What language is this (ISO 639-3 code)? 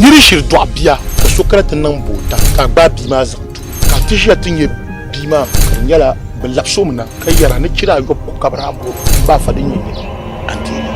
dag